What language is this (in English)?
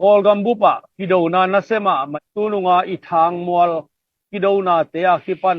Tedim Chin